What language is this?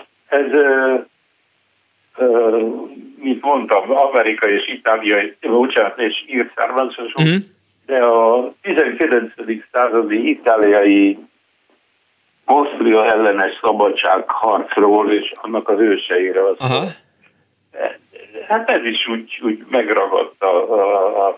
Hungarian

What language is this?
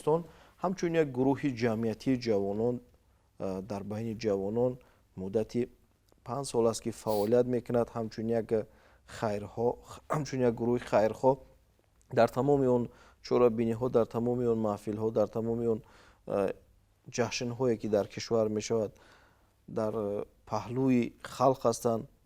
Tajik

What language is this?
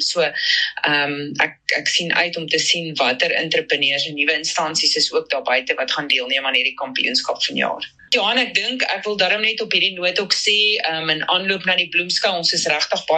Afrikaans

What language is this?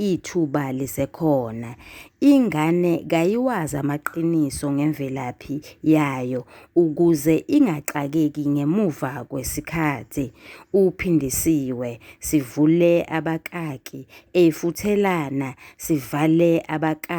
Zulu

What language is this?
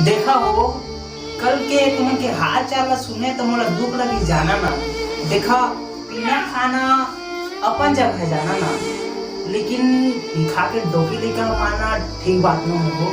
Chhattisgarhi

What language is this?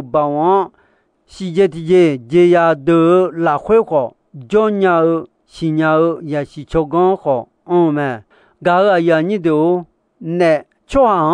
Akha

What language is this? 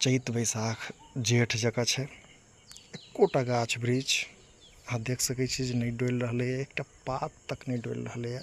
Maithili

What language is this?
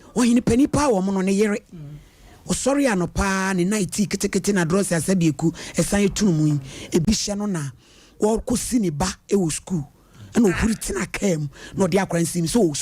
Akan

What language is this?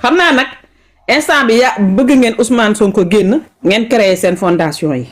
Wolof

